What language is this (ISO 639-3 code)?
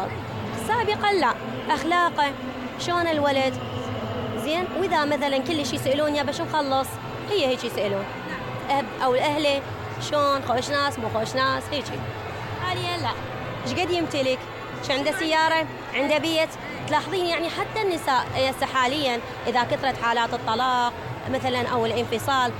acm